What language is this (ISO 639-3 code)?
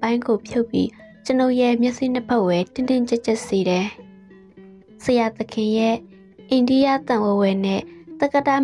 mya